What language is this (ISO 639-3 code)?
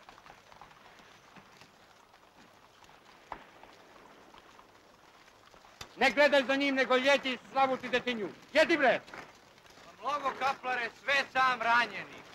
srp